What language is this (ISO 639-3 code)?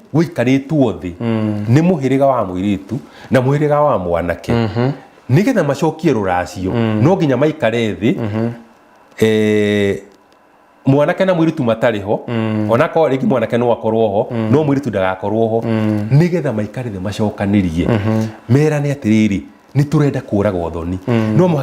kik